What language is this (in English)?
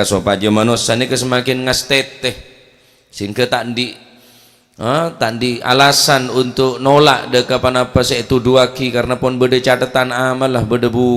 Madurese